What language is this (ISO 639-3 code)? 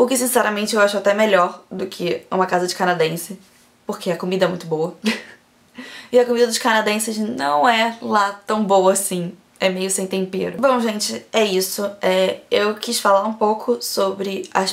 por